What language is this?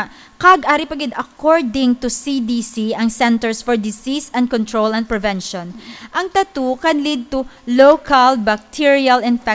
Hiligaynon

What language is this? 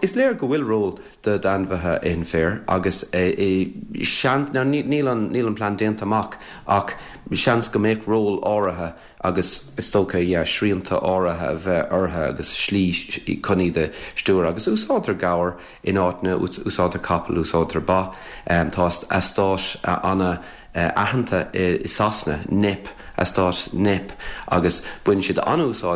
Irish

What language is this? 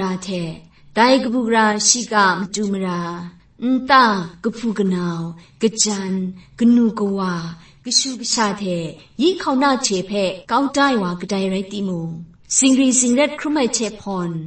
Kachin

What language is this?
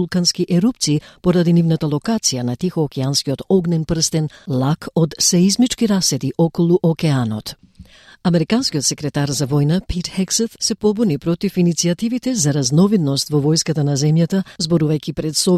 Macedonian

